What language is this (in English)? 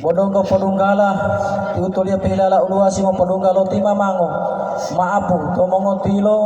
Gorontalo